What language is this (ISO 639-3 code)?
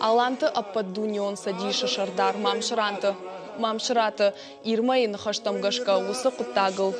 oss